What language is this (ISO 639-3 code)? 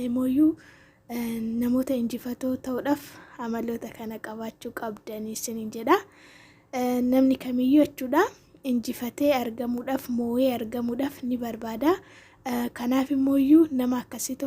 orm